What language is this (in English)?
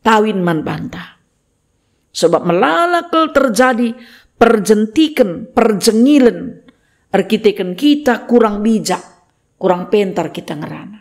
Batak Karo